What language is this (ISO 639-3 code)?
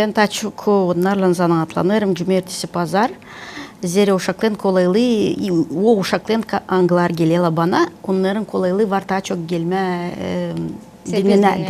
gag